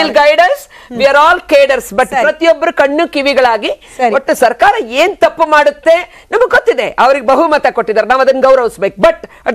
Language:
Kannada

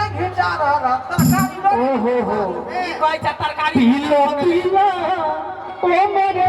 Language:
Maithili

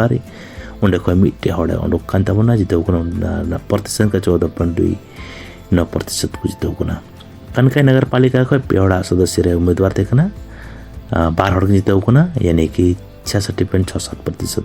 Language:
Santali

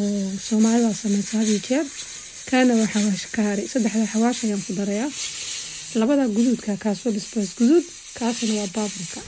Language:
Somali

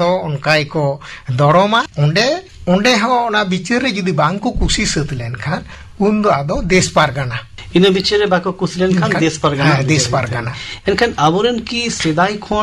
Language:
Santali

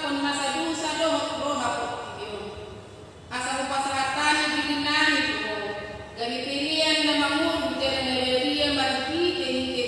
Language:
Batak Toba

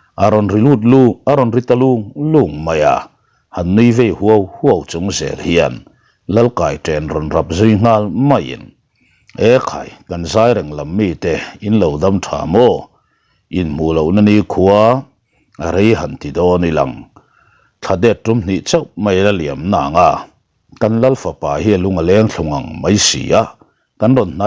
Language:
Mizo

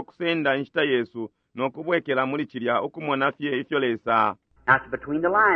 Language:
Bemba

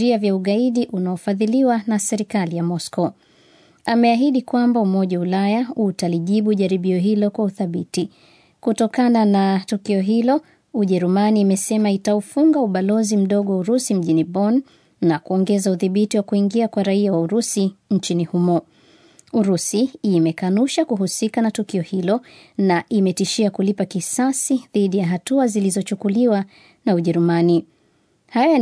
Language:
Swahili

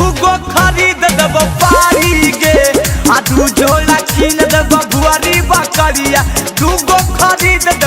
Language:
Magahi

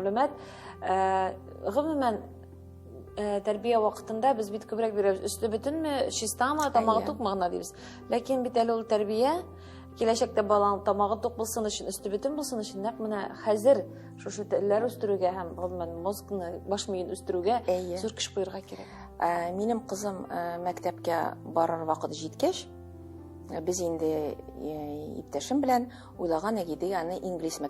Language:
Tatar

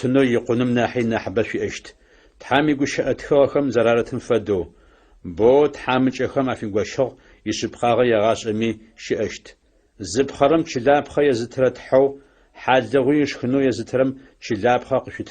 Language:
Adyghe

